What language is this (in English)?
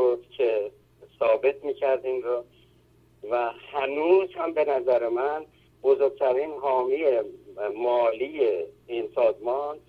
Persian